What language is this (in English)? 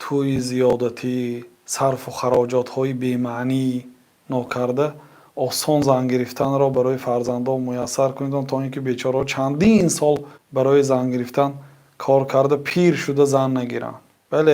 Tajik